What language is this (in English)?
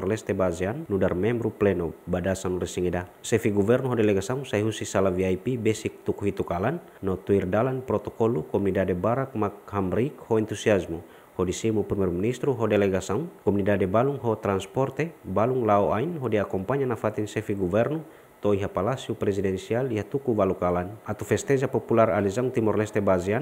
Tetum